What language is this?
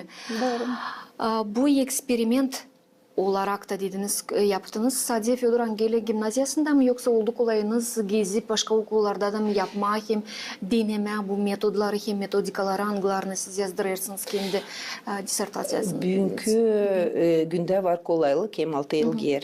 Gagauz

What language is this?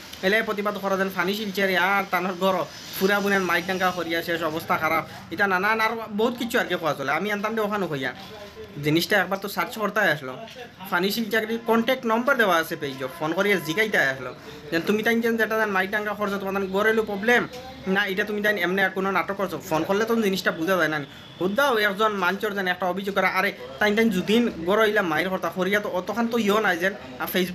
Sylheti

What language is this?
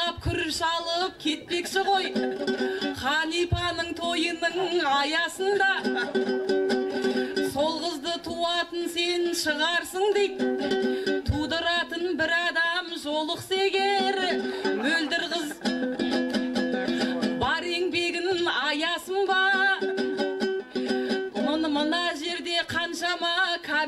Kazakh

